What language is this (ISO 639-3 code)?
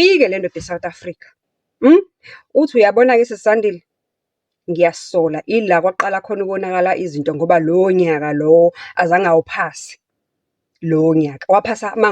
zul